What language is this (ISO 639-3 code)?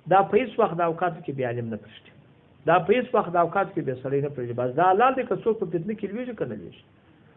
pus